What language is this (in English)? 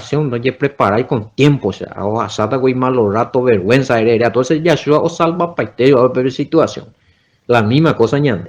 Guarani